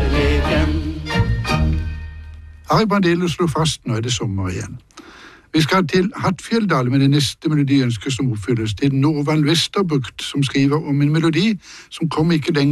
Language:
Norwegian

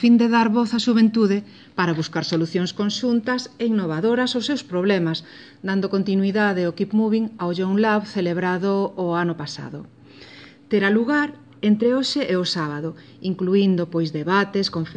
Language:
Galician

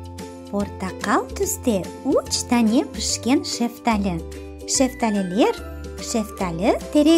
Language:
Crimean Tatar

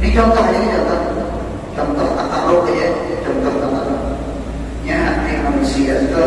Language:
Banjar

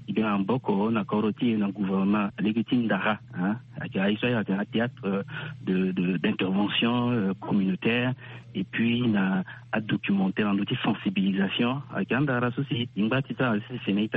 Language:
Sango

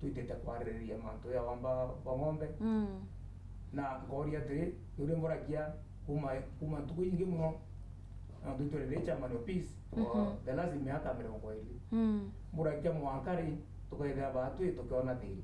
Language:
Meru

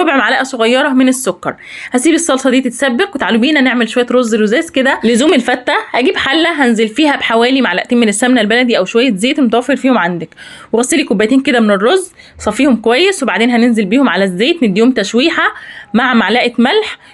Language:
Egyptian Arabic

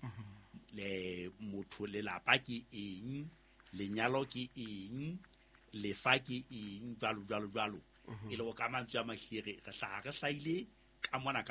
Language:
Southern Sotho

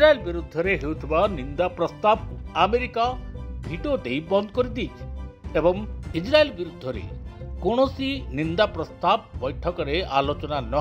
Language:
Odia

